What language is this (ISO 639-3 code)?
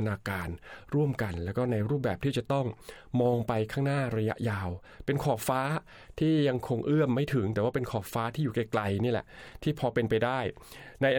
tha